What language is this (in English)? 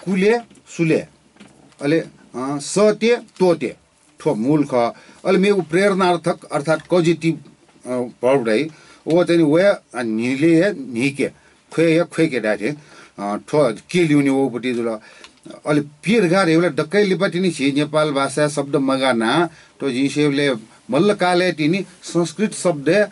Newari